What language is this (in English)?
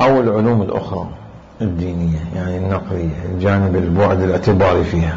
Mesopotamian Arabic